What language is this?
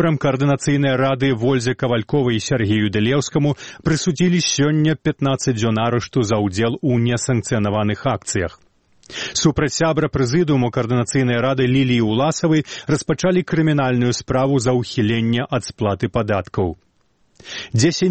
Belarusian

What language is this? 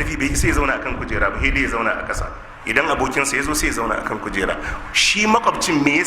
Hausa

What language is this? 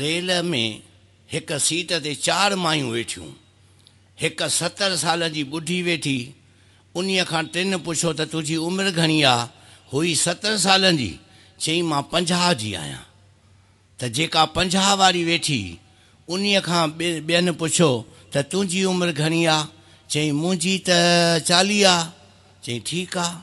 Sindhi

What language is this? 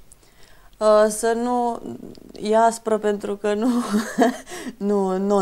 Romanian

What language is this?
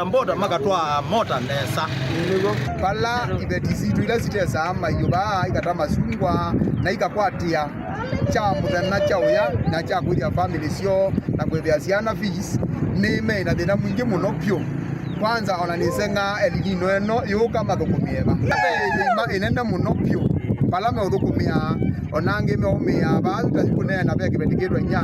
Kamba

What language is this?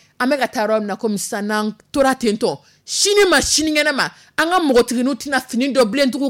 Dyula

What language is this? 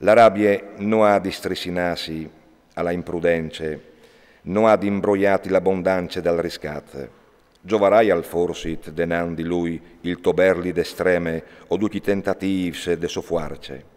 Friulian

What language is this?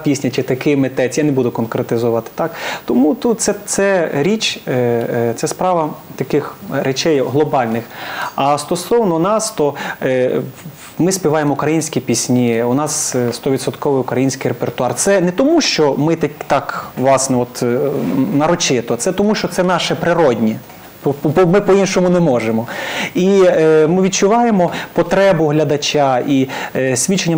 Ukrainian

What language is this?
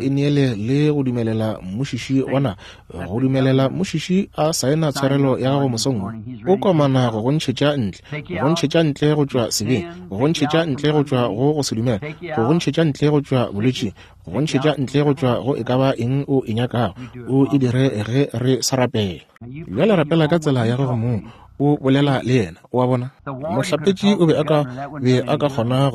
Northern Sotho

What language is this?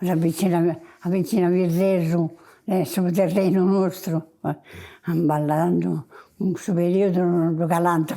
Sardinian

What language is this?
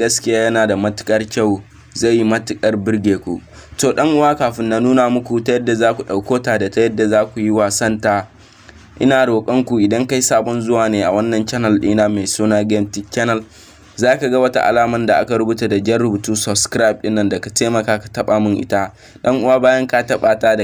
Hausa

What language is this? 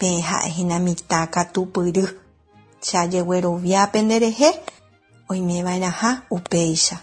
Guarani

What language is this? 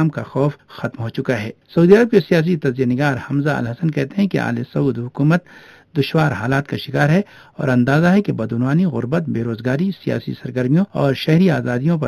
Urdu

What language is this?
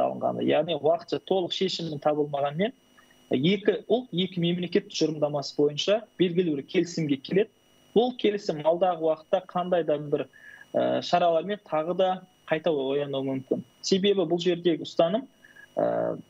Kazakh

